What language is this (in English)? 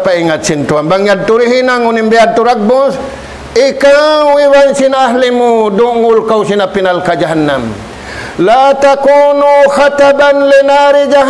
Tausug